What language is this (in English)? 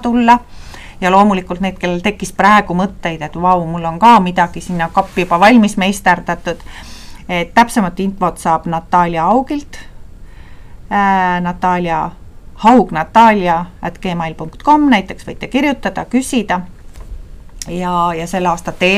Estonian